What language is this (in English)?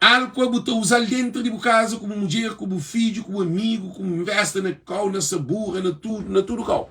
Kabuverdianu